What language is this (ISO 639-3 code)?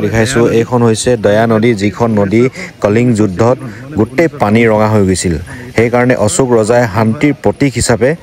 asm